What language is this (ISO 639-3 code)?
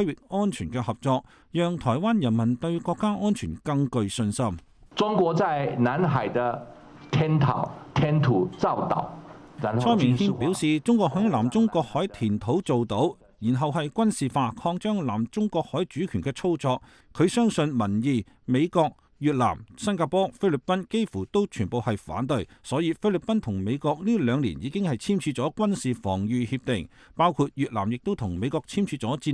yue